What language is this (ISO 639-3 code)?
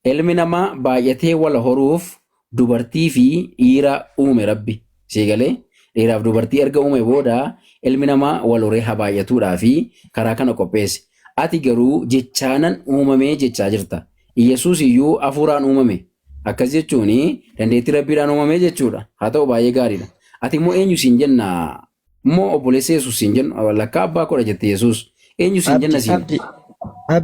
orm